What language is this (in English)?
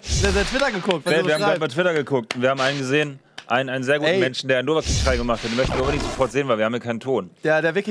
German